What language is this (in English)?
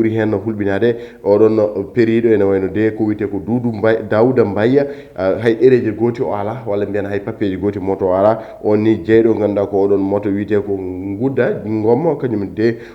Fula